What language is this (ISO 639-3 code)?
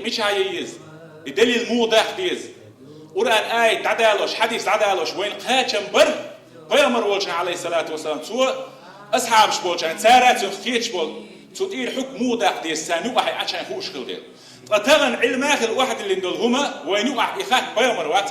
che